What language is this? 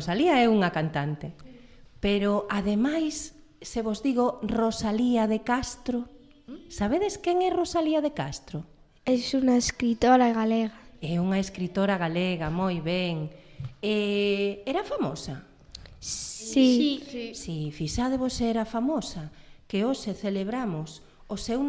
Galician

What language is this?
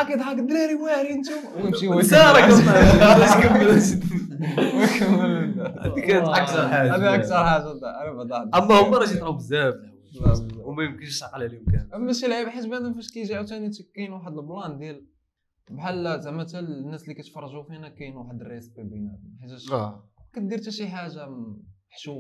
Moroccan Arabic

